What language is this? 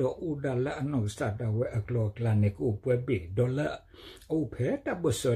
S'gaw Karen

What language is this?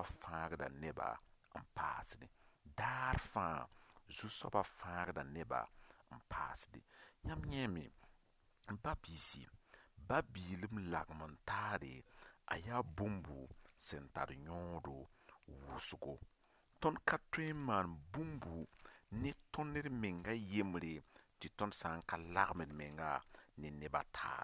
Mossi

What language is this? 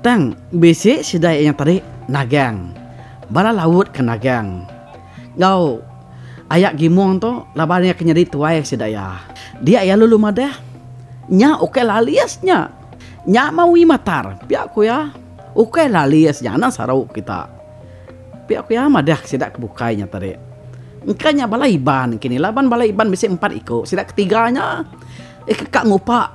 Iban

